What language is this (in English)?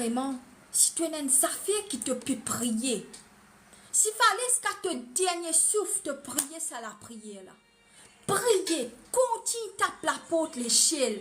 Morisyen